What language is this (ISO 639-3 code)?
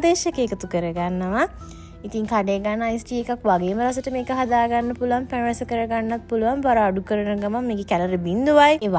sin